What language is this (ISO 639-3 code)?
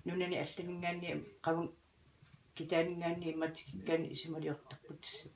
kal